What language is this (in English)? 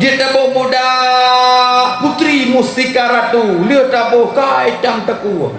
Achinese